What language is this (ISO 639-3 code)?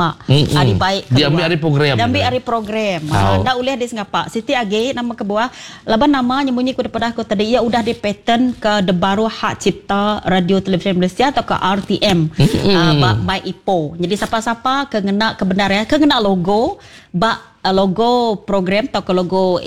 iba